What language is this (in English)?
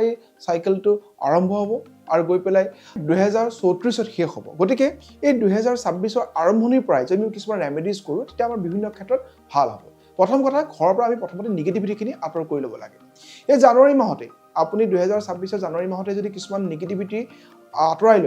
Assamese